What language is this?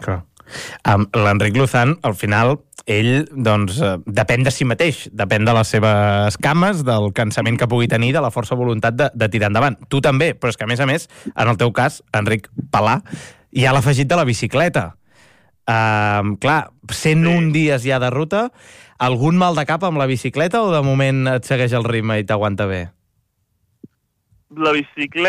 Catalan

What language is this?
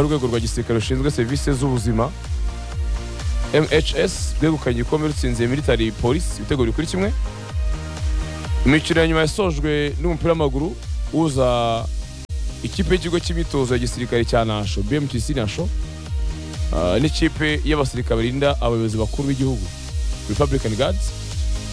Kinyarwanda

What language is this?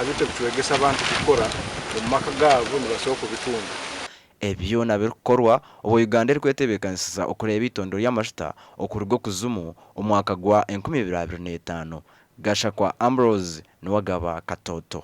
Nyankole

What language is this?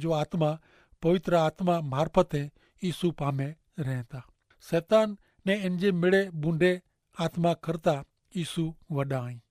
Kachhi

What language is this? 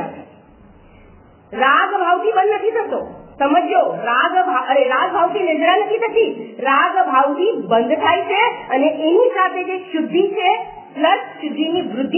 Gujarati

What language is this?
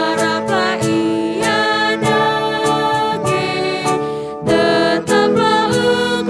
Batak Karo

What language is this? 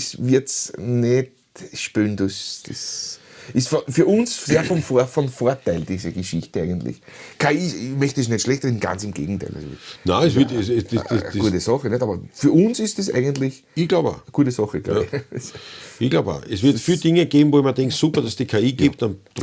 Bavarian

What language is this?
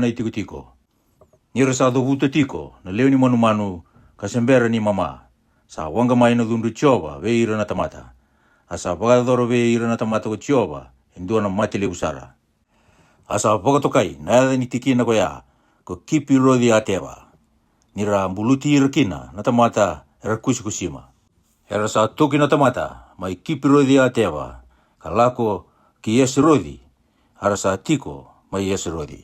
Fijian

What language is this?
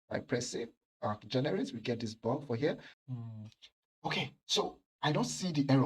Nigerian Pidgin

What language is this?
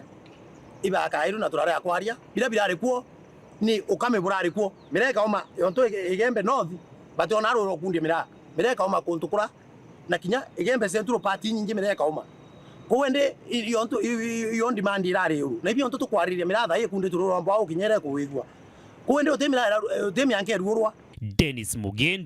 Meru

